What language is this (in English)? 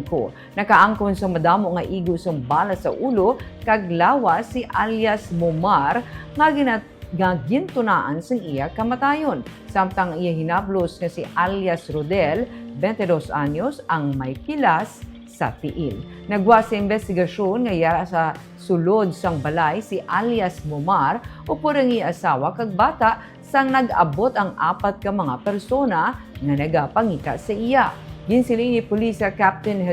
Hiligaynon